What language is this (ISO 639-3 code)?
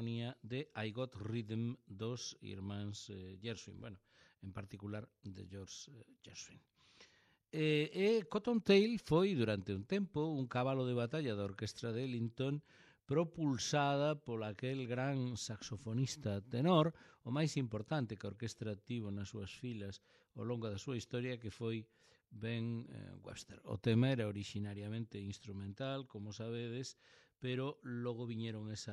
glg